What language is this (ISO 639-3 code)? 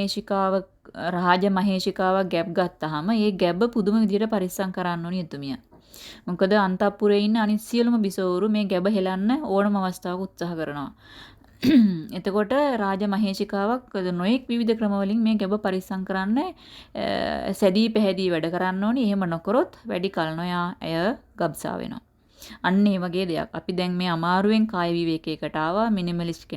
sin